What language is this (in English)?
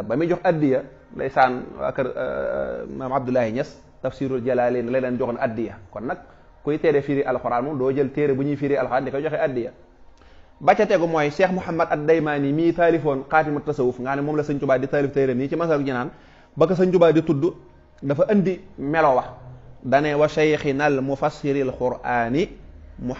Wolof